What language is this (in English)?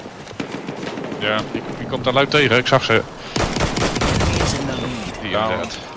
Dutch